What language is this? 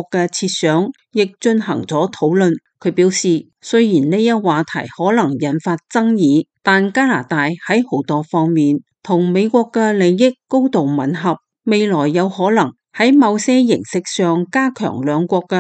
Cantonese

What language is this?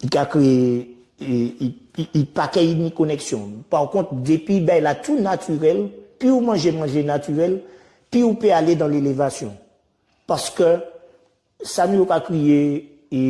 Guadeloupean Creole French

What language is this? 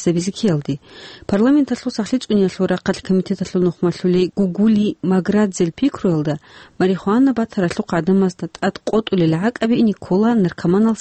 Avaric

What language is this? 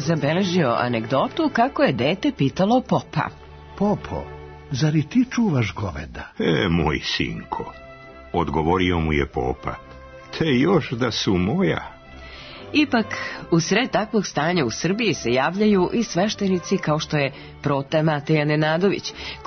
Serbian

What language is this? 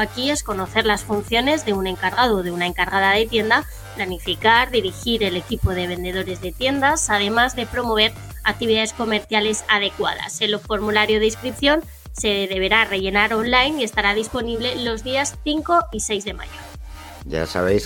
Spanish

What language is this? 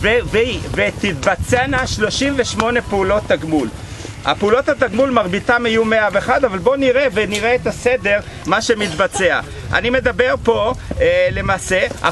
Hebrew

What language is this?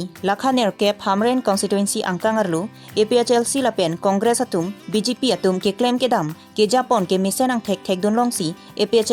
Karbi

